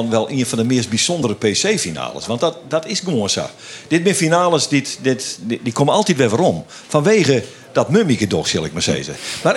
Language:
Western Frisian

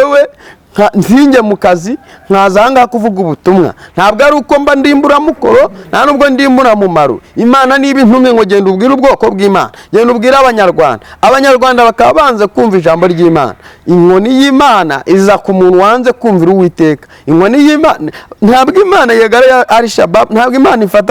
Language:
Kinyarwanda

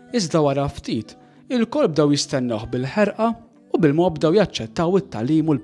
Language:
Maltese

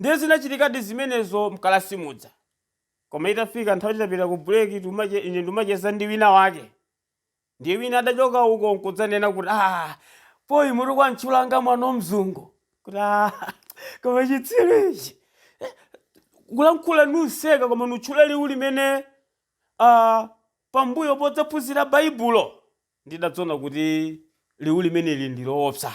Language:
Nyanja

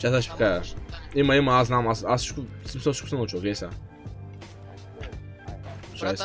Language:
Bulgarian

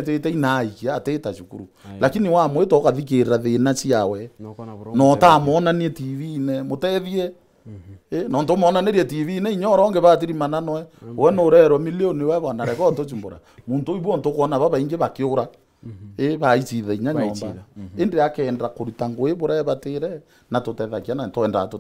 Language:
Meru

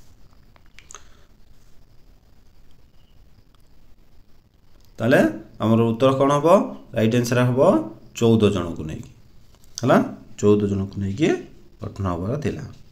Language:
Odia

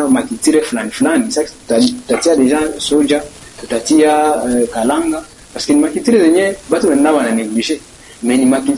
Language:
Swahili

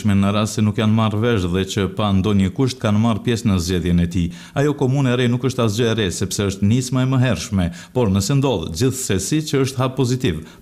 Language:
Albanian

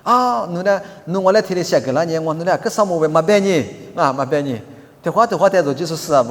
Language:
Lisu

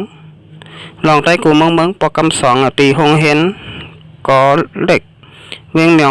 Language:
Shan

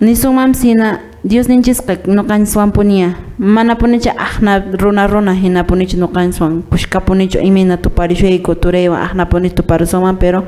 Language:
Quechua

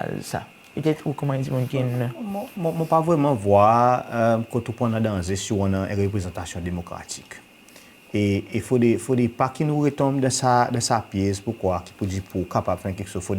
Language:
Seselwa Creole French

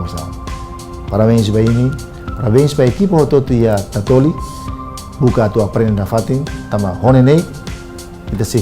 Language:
Tetum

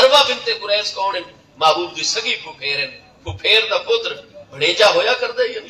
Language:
Saraiki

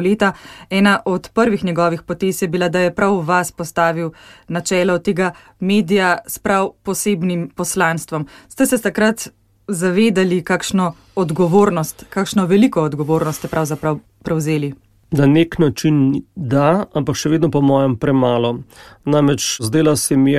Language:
Slovenian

